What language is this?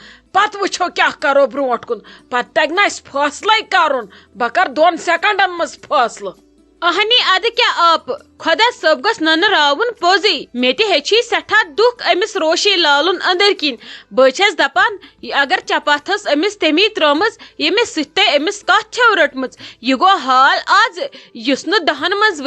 Kashmiri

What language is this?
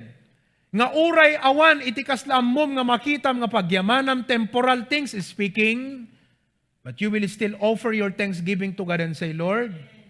Iloko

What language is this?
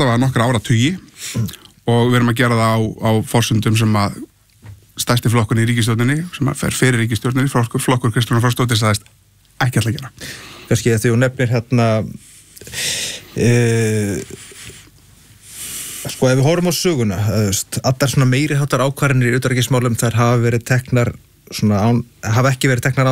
Icelandic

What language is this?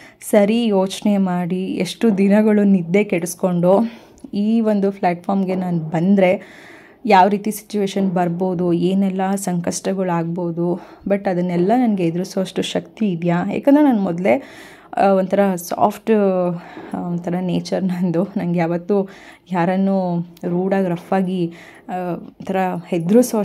Kannada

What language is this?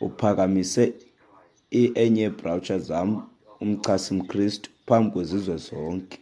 Xhosa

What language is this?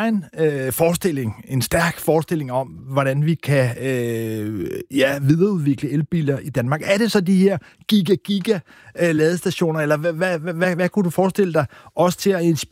Danish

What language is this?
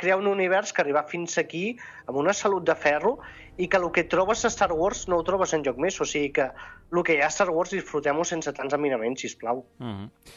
Catalan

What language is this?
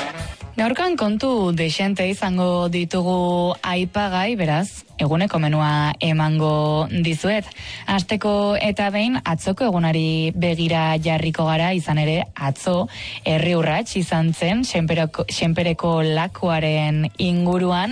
Basque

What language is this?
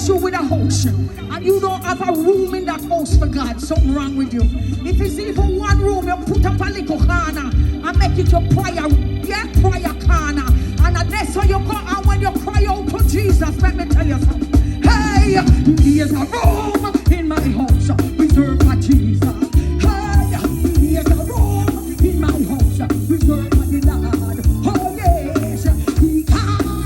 Jamaican Creole English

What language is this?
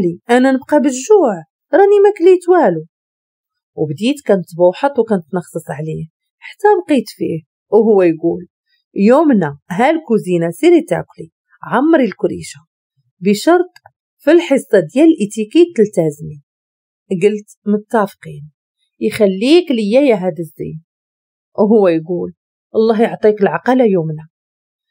Moroccan Arabic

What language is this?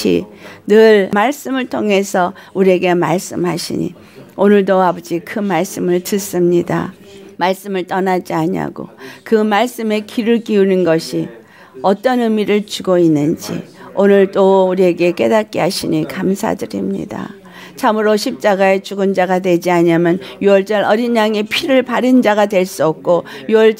Korean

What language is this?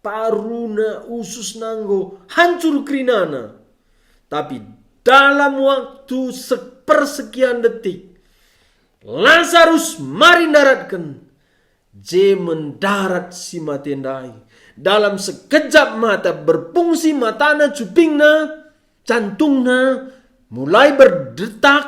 Batak Karo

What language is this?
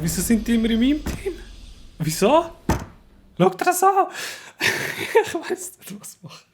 Swiss German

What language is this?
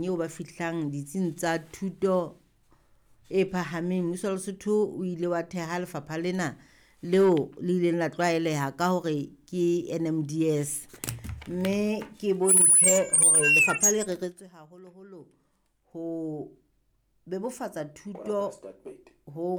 Southern Sotho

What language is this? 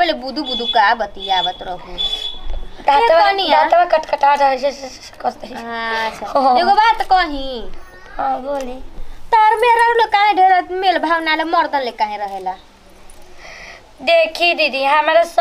Bhojpuri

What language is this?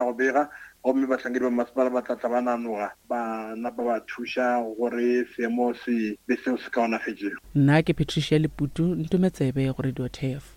Northern Sotho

